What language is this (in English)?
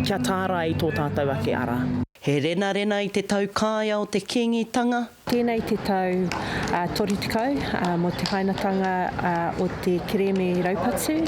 Māori